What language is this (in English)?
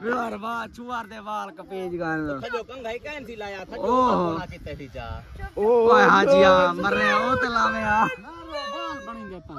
Saraiki